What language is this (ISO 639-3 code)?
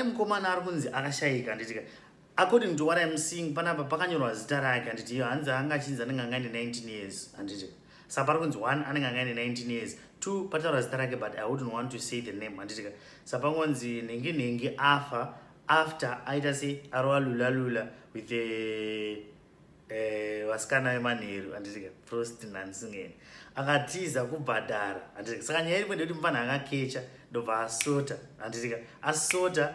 sna